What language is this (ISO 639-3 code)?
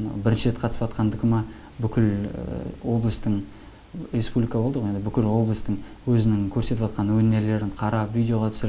kaz